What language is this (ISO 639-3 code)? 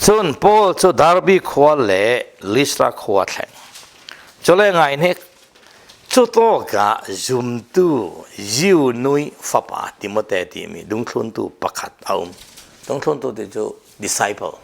cfm